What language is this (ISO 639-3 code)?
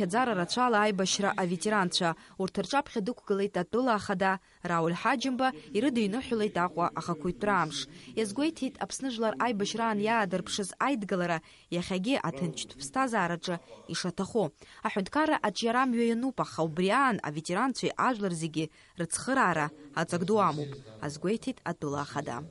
abk